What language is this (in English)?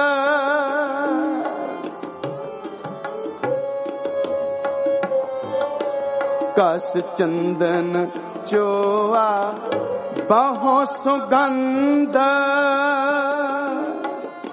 Punjabi